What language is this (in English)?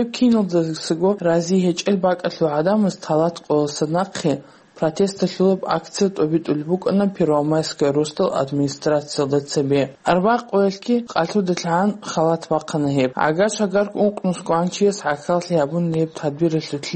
Avaric